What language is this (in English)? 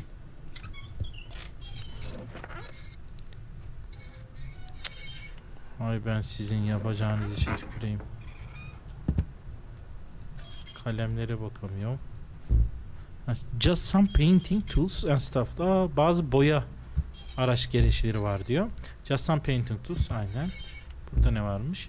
Turkish